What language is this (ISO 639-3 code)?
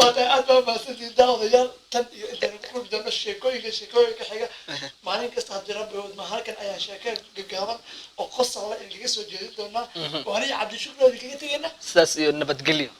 som